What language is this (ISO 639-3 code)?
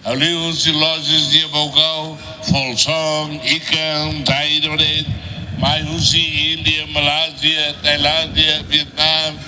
tet